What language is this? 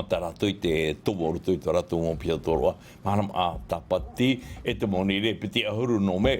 Tahitian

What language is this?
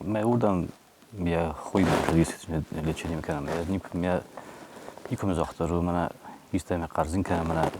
Ossetic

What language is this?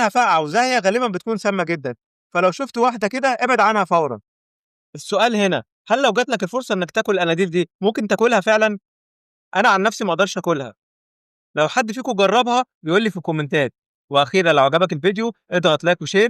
Egyptian Arabic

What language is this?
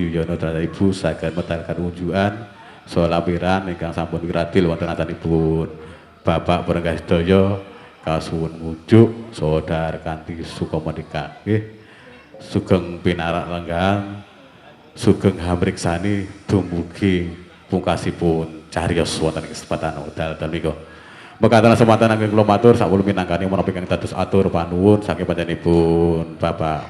Javanese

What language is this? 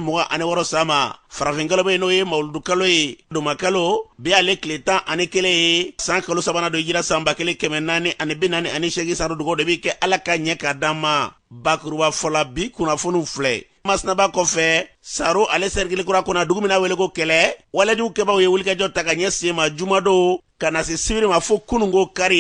Bambara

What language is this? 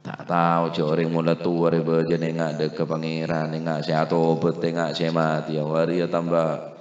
Madurese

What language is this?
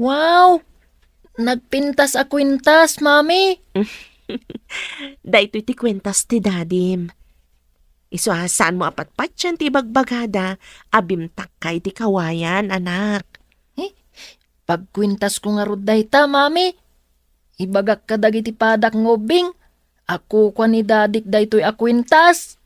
Iloko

